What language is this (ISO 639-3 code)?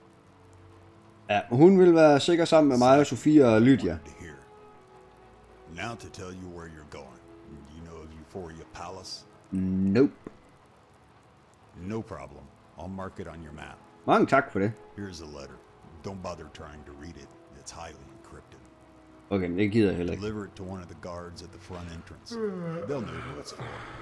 dan